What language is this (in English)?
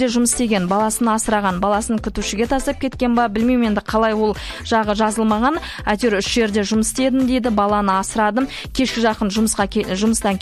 Kazakh